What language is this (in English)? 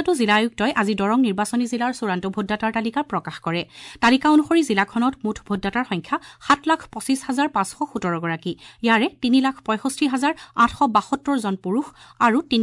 Assamese